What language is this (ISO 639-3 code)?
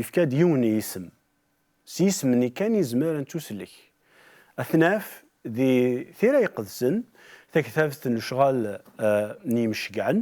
kab